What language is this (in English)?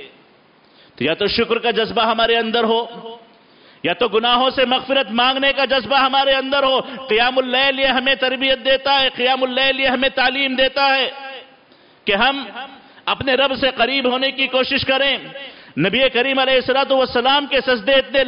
Urdu